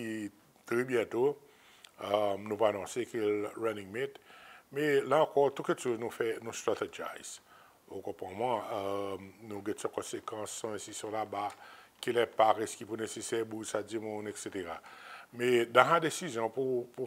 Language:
Seselwa Creole French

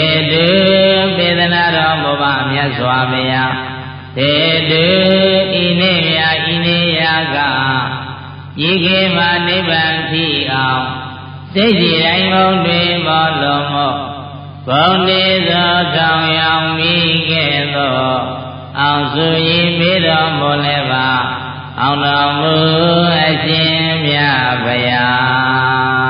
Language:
Burmese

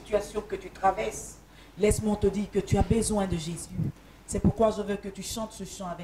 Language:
French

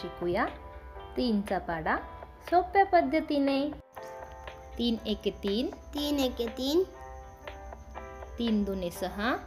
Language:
Marathi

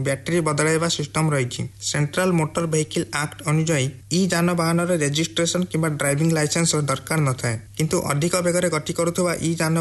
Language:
Odia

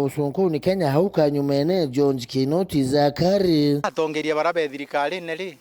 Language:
Meru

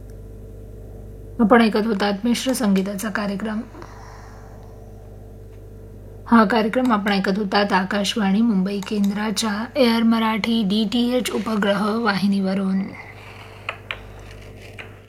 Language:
Marathi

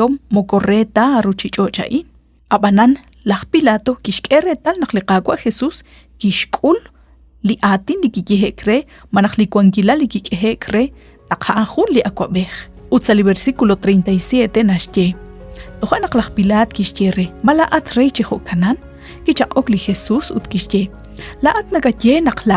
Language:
Kekchí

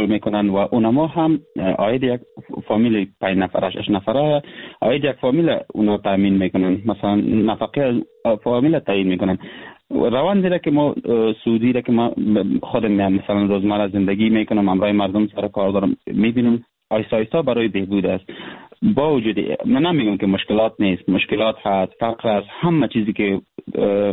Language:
Persian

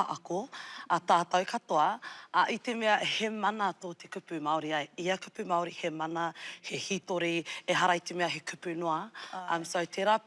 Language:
Māori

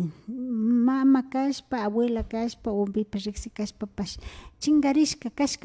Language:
Imbabura Highland Quichua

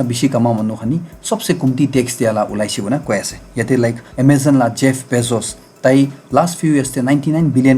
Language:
Naga Pidgin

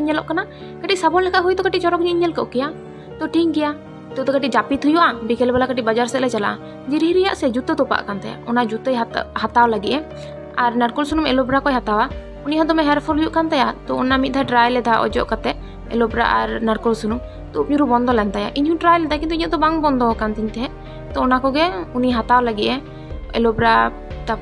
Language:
Santali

